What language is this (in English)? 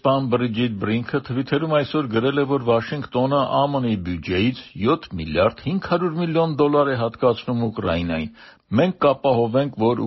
Armenian